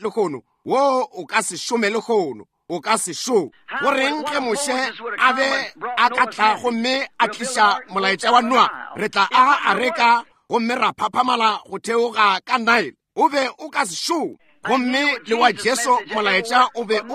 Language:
Northern Sotho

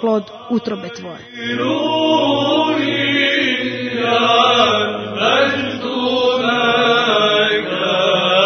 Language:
Serbian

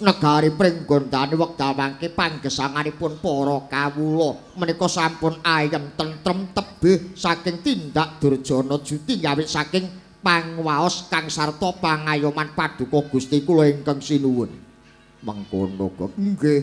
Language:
Javanese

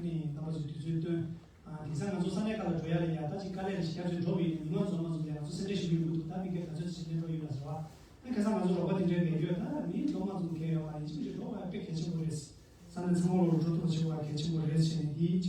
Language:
Tibetan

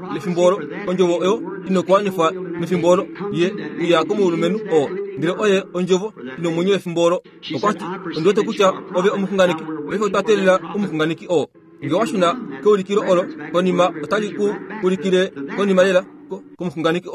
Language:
Kuanyama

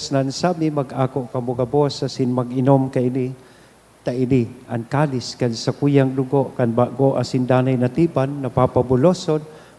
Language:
Bikol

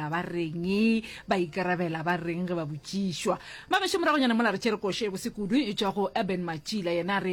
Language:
Northern Sotho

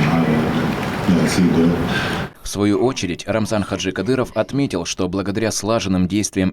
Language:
Chechen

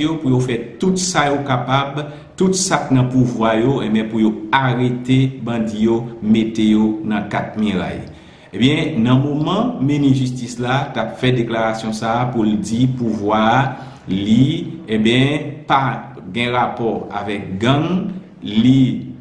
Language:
Haitian Creole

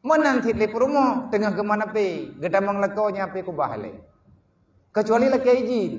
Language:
Achinese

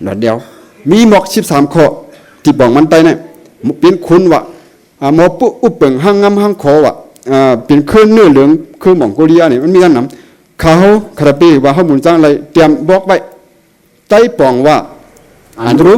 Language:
Shan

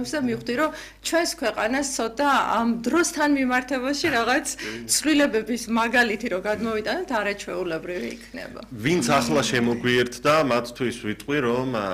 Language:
Georgian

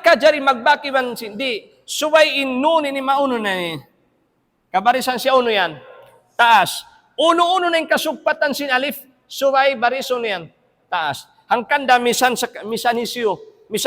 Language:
Tausug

